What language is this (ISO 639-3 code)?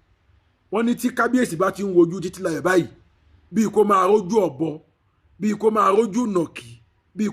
yor